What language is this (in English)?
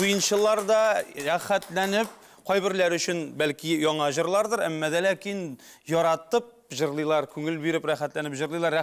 Tatar